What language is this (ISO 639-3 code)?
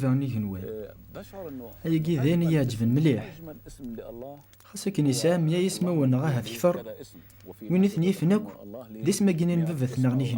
kab